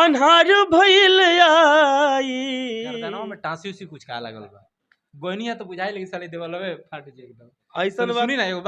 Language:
Bhojpuri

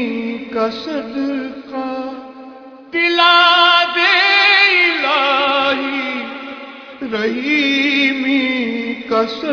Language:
Urdu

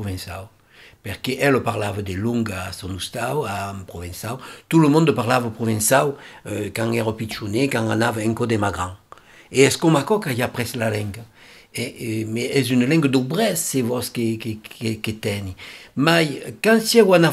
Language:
Occitan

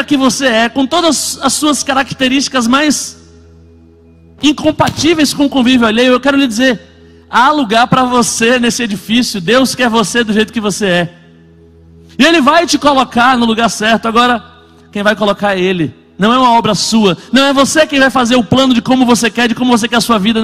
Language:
Portuguese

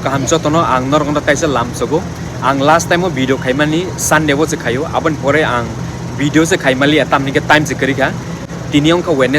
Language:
Kok Borok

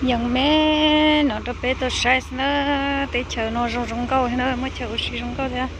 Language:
Hmong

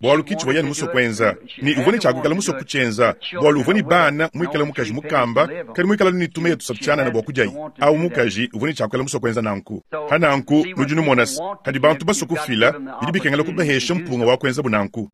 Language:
Luba-Lulua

